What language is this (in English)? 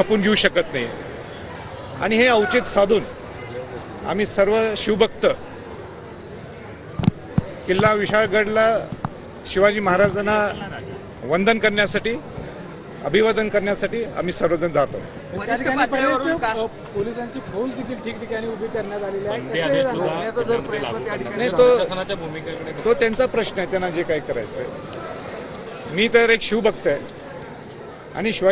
Marathi